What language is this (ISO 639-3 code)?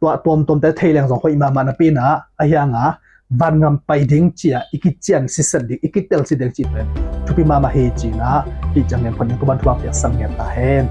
ctd